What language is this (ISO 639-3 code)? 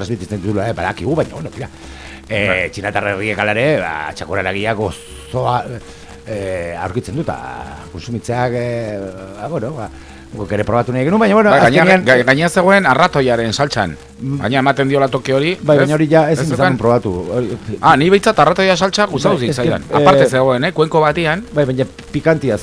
eus